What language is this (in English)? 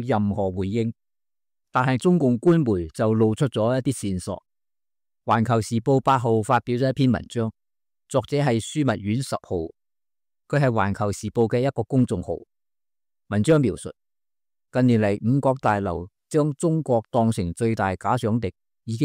Cantonese